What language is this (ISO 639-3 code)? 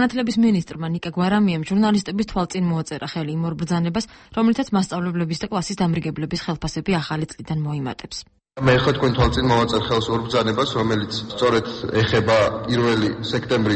kat